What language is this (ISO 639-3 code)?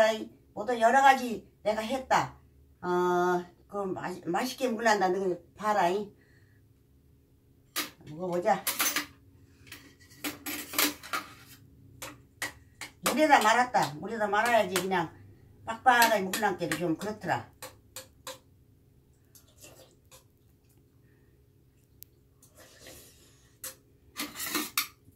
kor